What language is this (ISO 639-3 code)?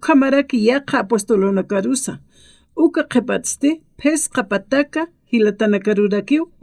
aym